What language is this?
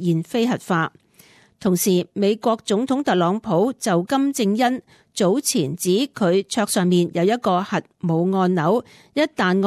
Cantonese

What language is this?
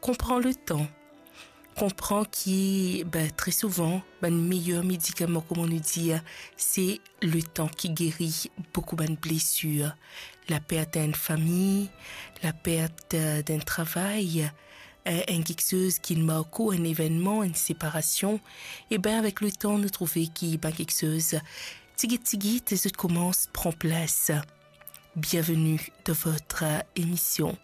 Morisyen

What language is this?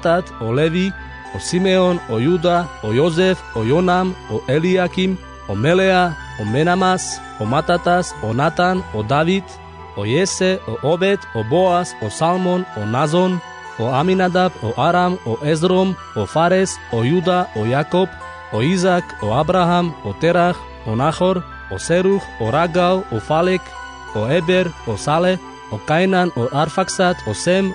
Carpathian Romani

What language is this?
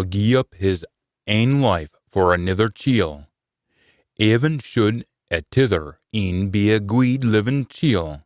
Scots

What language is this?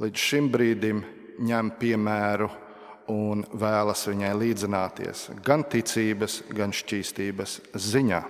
Latvian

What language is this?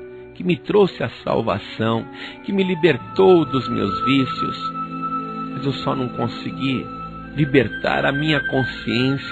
Portuguese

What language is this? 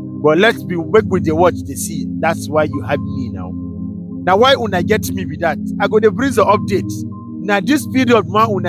Nigerian Pidgin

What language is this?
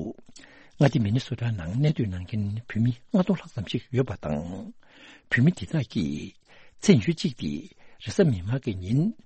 Tibetan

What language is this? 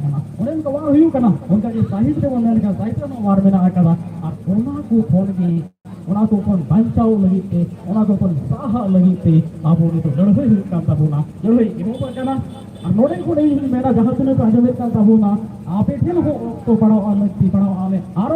Santali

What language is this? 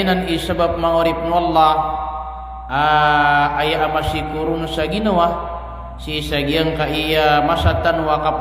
Maranao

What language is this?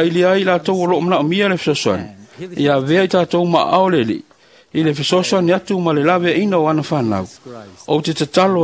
Samoan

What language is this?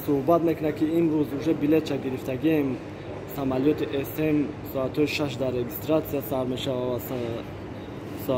Tajik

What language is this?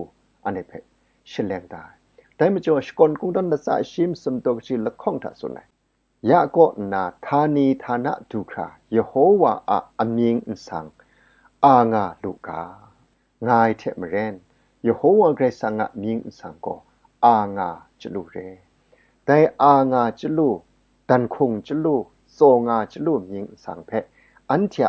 Kachin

